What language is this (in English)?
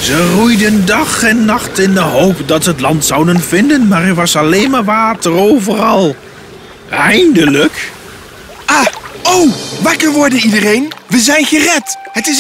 Dutch